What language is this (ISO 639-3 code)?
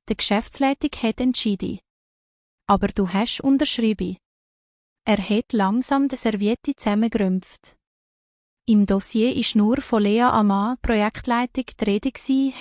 gsw